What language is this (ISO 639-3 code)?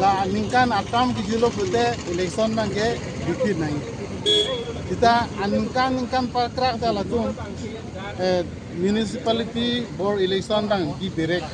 mjw